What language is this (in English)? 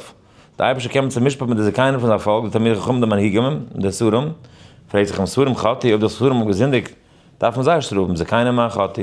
Yiddish